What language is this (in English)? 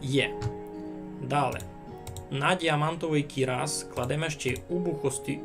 Rusyn